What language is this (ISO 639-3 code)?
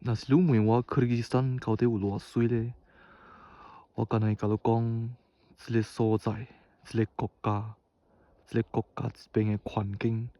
nan